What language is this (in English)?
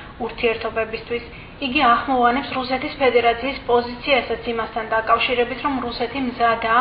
Georgian